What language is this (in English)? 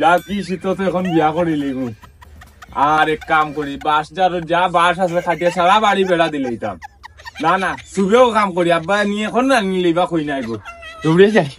Sylheti